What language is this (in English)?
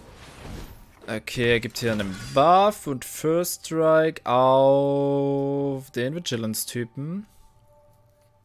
German